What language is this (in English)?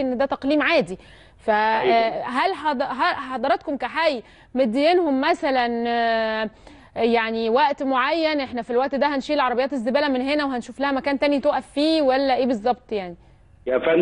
Egyptian Arabic